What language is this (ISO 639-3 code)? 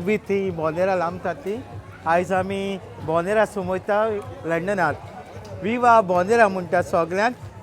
kok